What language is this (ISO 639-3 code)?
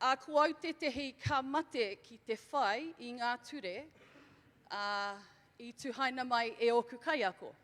mri